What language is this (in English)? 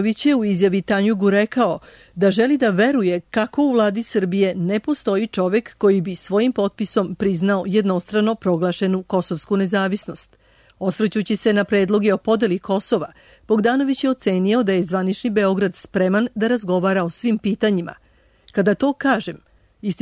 Serbian